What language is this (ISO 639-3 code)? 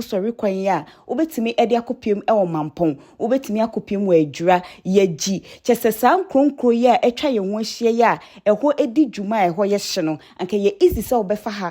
aka